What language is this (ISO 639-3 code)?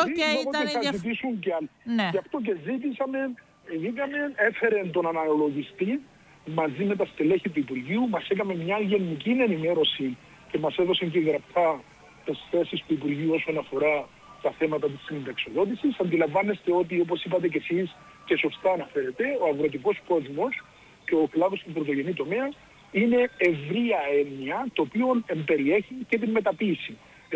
ell